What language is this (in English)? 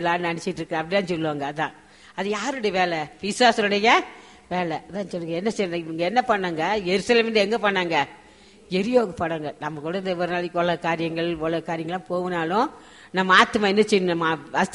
Tamil